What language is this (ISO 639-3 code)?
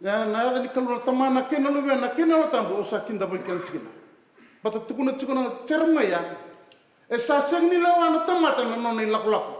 fij